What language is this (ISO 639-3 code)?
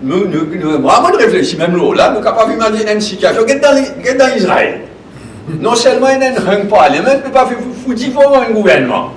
mfe